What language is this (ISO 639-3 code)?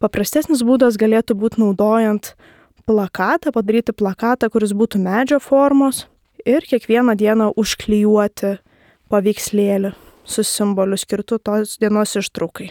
lit